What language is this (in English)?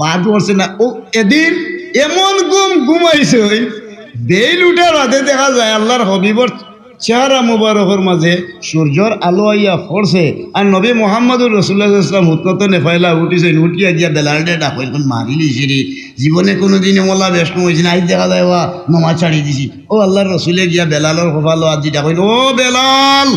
Sylheti